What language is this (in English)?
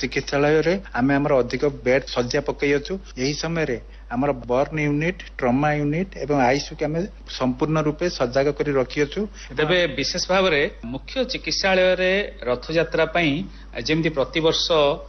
Odia